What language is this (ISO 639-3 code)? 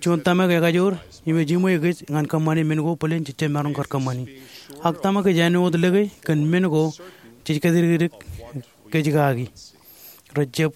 mah